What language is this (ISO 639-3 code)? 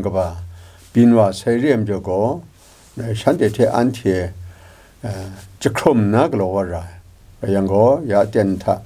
kac